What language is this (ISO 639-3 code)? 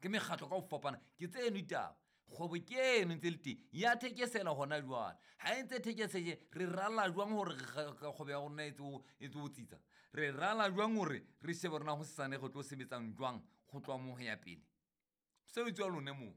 sot